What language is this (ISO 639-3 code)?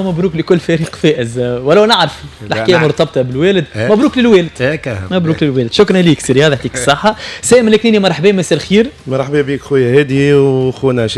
aeb